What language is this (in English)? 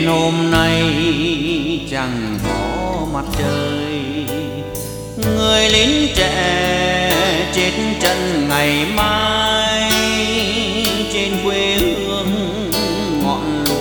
Vietnamese